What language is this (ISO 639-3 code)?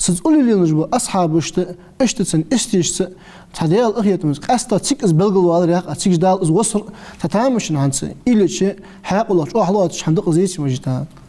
inh